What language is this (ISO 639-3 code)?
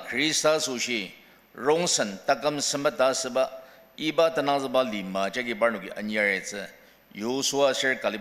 njo